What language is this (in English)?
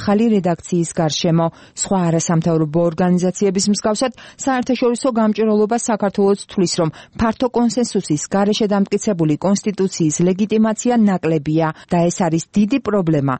Georgian